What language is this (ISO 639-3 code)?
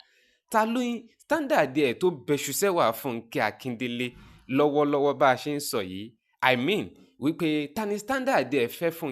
yor